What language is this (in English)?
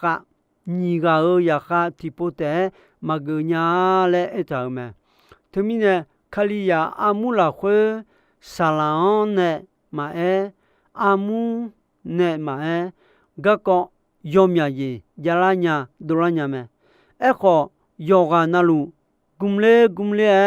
Akha